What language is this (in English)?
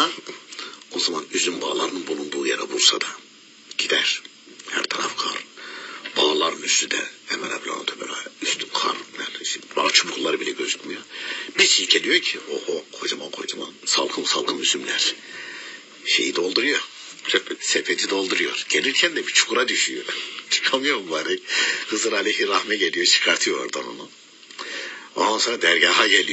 Turkish